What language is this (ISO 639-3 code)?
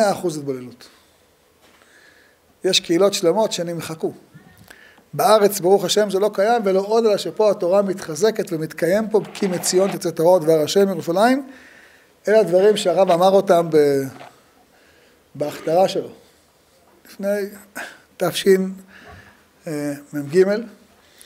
heb